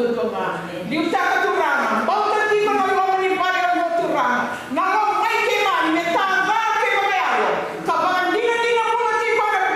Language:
Fijian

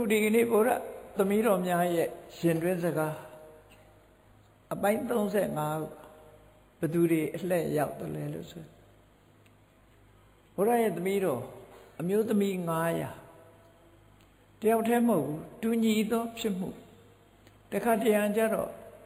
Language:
Burmese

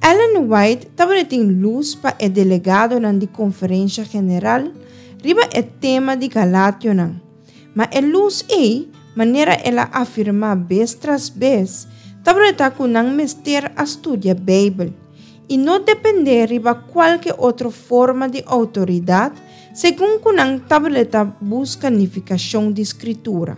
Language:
Papiamento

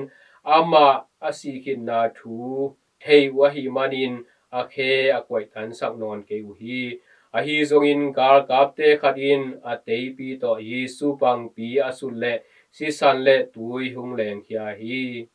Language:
Tedim Chin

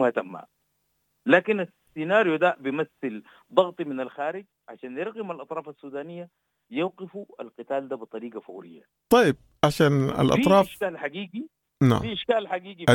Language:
Sudanese Arabic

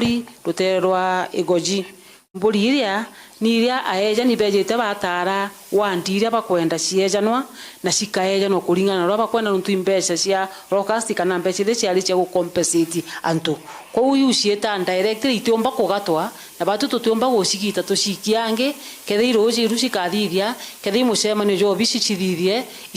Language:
Meru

